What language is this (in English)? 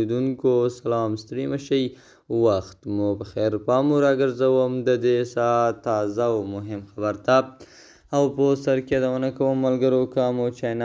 Pashto